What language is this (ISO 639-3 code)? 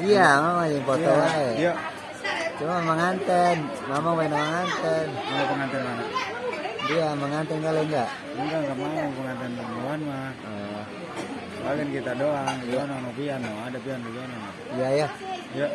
bew